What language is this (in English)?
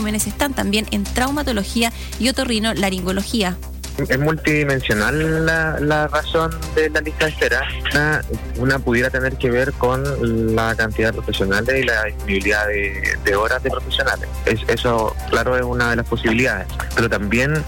Spanish